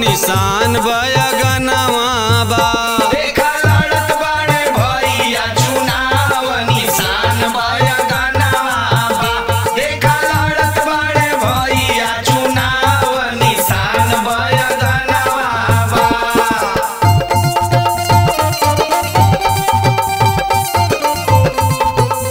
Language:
Bhojpuri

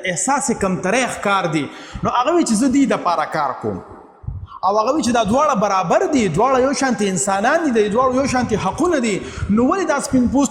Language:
Pashto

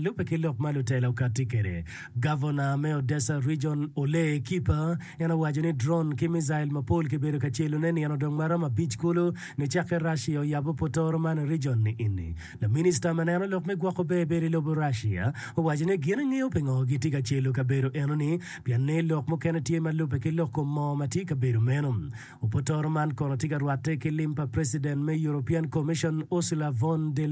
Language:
Acoli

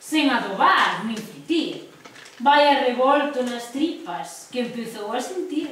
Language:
Galician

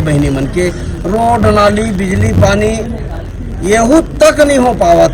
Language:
Chhattisgarhi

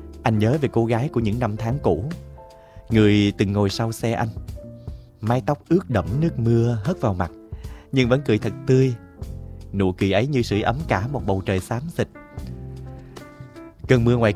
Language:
Vietnamese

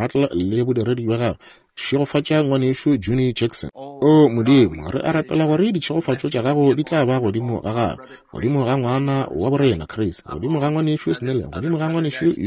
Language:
Northern Sotho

